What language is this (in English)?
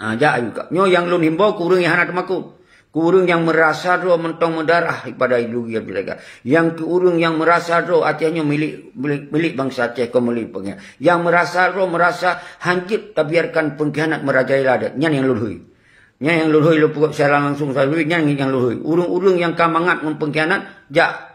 Achinese